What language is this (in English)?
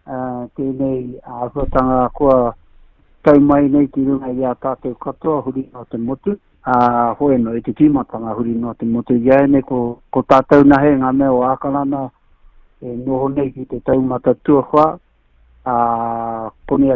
Māori